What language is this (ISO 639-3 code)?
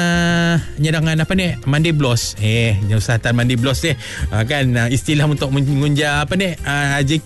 msa